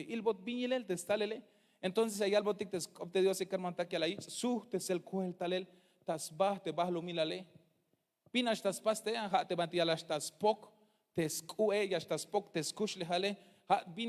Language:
Tzeltal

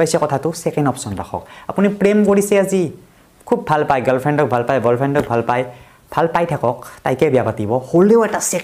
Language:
Assamese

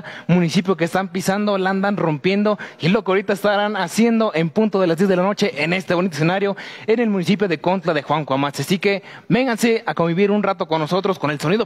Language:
Spanish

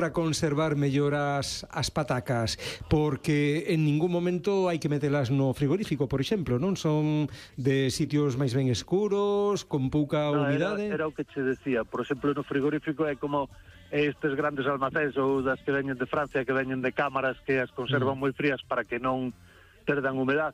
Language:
Galician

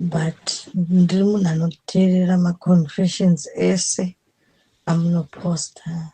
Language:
Shona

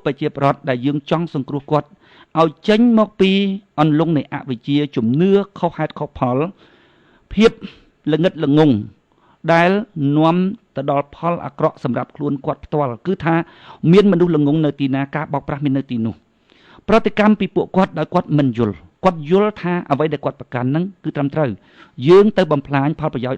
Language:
Khmer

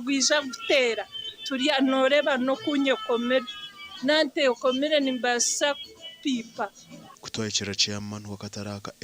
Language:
Nyankole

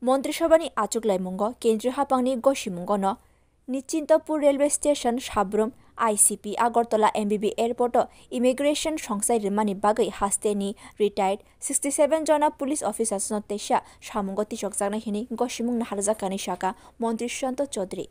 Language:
Kok Borok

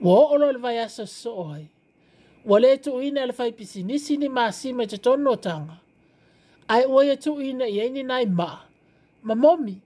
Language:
Samoan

